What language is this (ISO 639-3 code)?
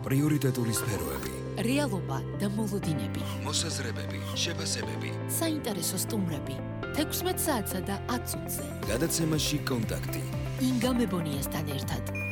kat